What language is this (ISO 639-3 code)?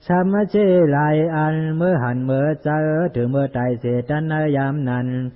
shn